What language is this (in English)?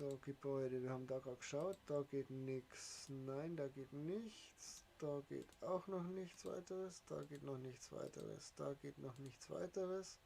Bavarian